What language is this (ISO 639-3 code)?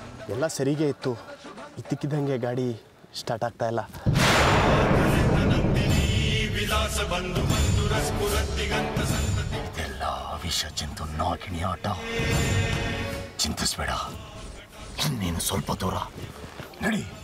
kan